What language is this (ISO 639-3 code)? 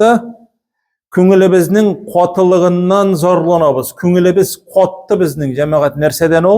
tat